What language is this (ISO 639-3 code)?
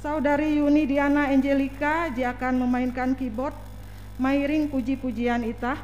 nij